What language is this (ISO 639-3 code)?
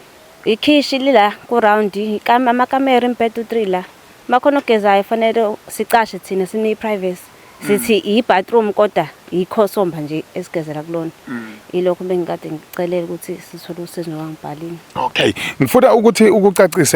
zul